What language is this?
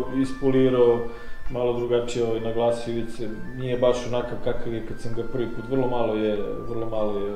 Serbian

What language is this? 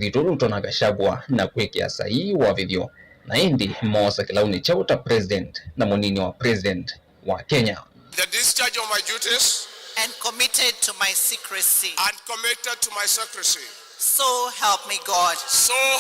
Kamba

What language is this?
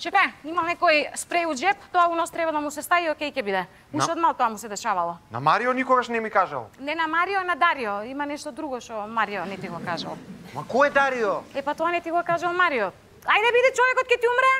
Macedonian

